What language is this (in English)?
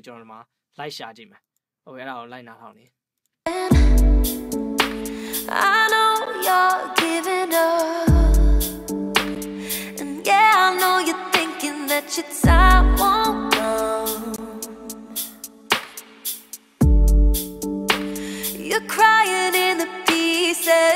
Burmese